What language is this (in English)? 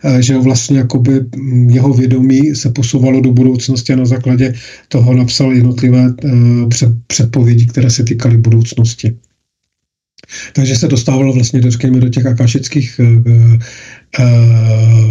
Czech